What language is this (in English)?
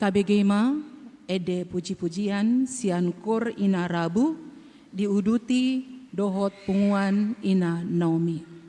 Batak Toba